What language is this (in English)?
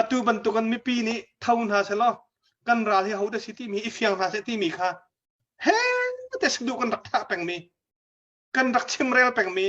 Hakha Chin